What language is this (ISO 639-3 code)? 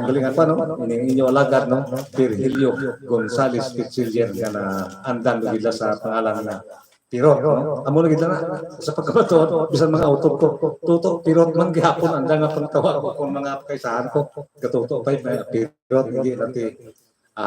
hil